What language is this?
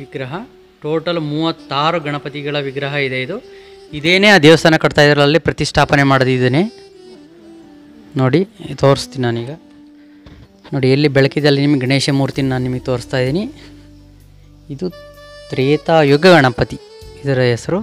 Kannada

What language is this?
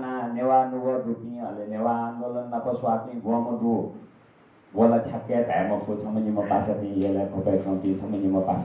Newari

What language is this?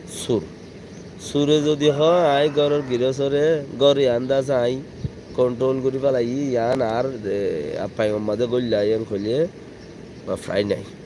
Rohingya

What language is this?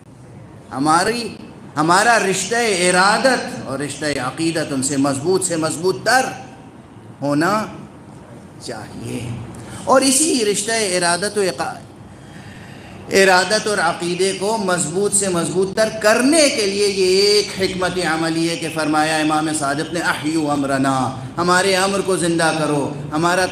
Urdu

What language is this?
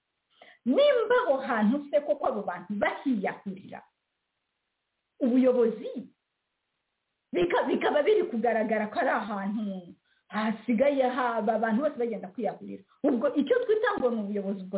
Kinyarwanda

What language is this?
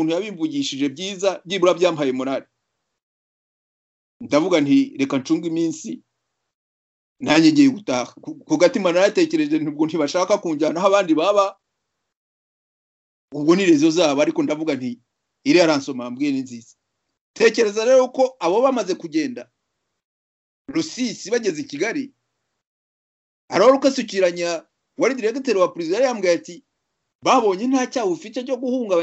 Kinyarwanda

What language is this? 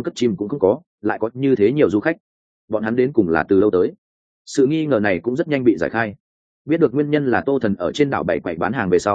Vietnamese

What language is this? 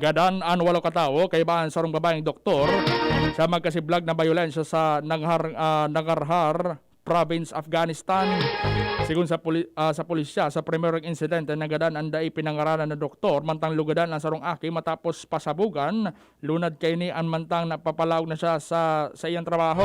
Bikol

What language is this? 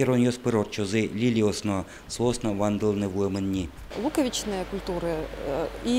Udmurt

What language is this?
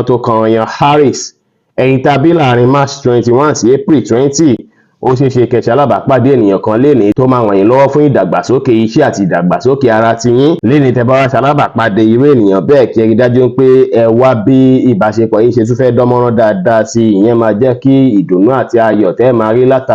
Yoruba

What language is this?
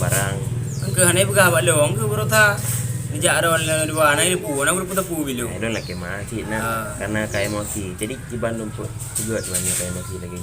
Achinese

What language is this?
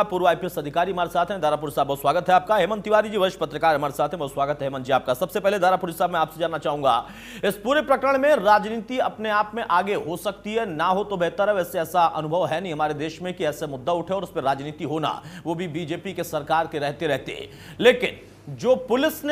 Hindi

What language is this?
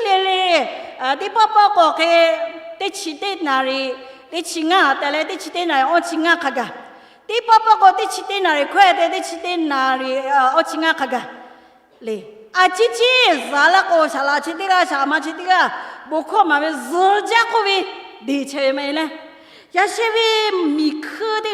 Lahu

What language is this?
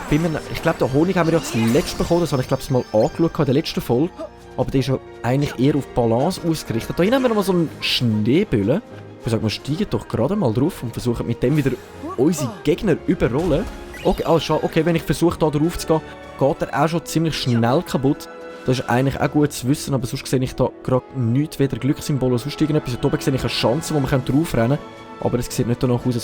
Swiss German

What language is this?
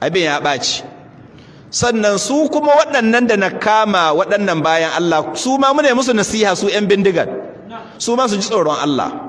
Hausa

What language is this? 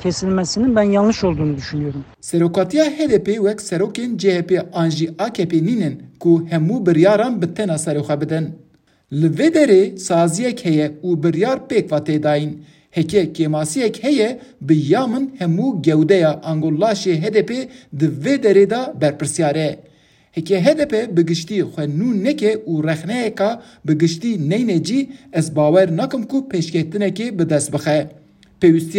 Kurdish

